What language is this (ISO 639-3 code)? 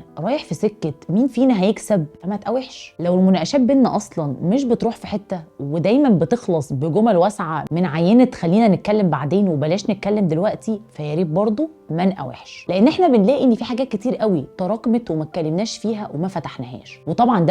arz